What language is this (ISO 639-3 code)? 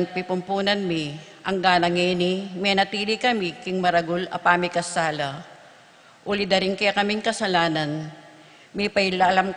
pam